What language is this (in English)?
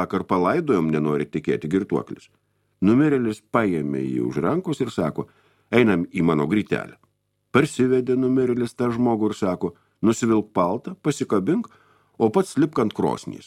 Lithuanian